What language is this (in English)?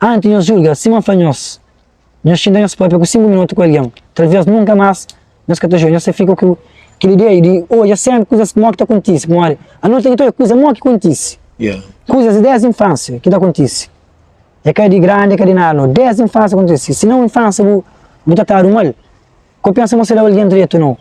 Kabuverdianu